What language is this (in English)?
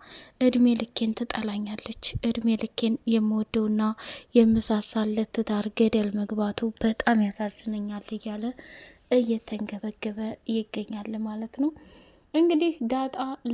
Amharic